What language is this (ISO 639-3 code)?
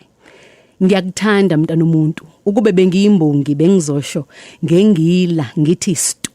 zul